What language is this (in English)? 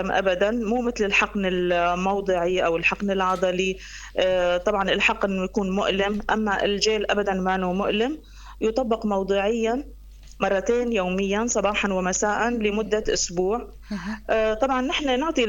North Levantine Arabic